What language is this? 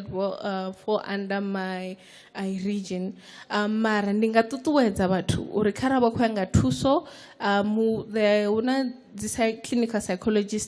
Venda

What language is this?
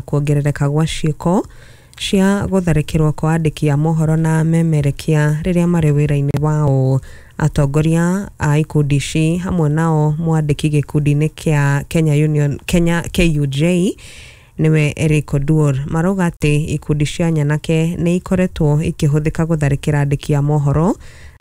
Kikuyu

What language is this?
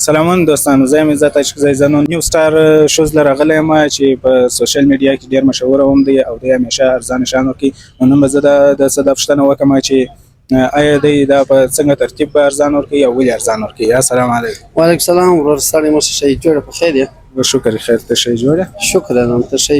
Pashto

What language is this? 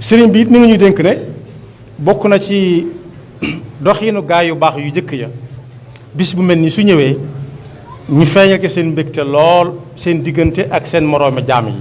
Wolof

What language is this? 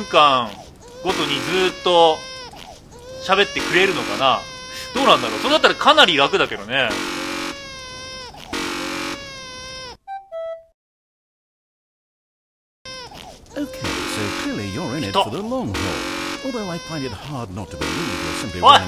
Japanese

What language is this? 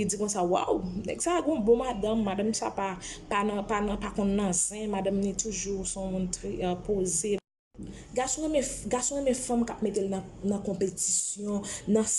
Haitian Creole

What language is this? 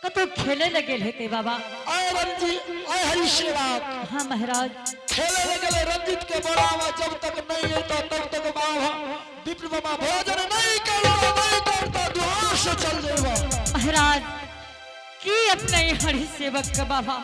Angika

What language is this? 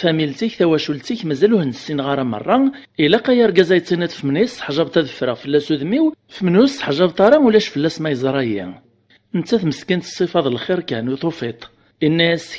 Kabyle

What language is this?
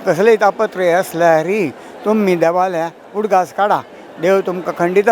Konkani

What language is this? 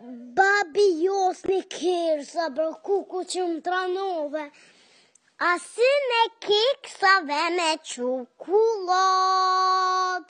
Slovenian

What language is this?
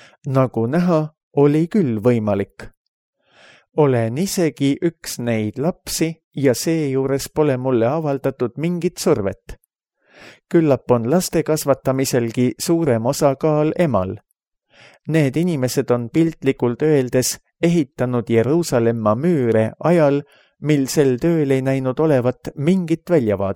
Estonian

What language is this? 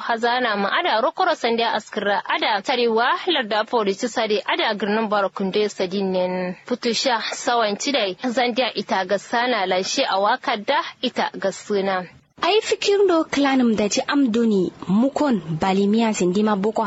Kanuri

